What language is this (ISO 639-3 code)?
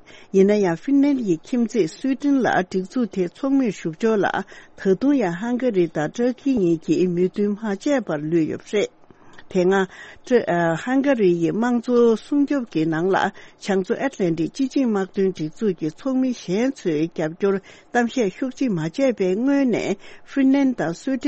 bod